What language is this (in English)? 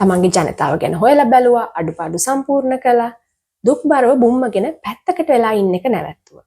Sinhala